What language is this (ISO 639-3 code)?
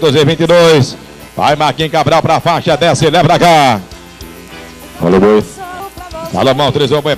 por